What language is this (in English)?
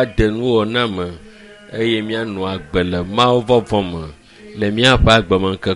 Ewe